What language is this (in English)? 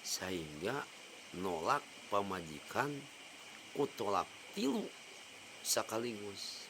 Sundanese